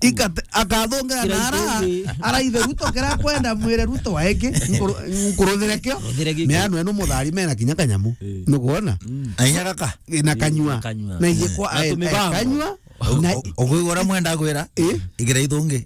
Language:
Meru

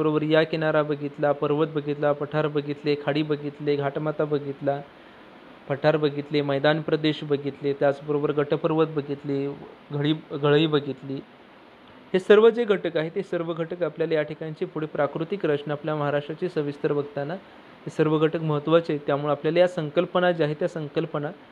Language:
Marathi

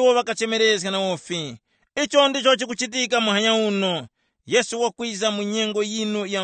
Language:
Tumbuka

